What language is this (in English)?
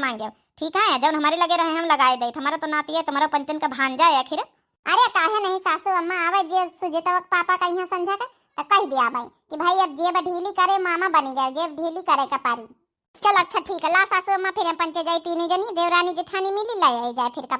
Awadhi